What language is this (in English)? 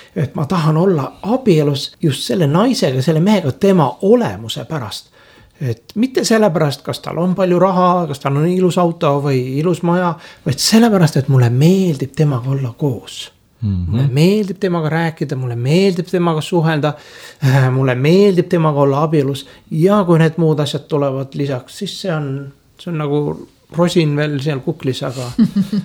Estonian